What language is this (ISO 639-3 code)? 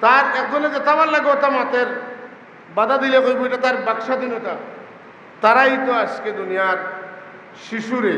syl